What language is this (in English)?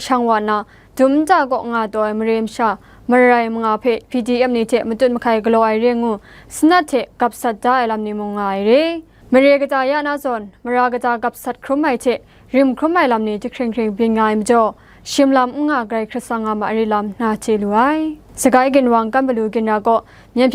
Kachin